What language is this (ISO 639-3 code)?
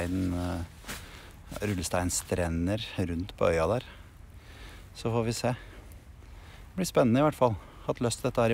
nor